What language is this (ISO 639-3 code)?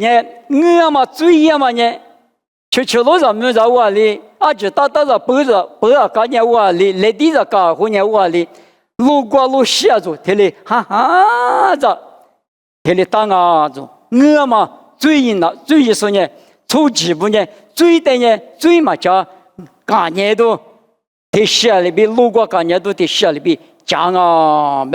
lis